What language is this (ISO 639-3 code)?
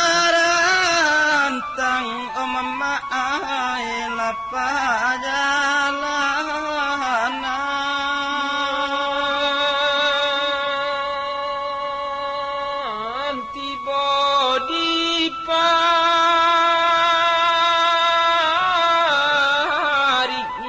min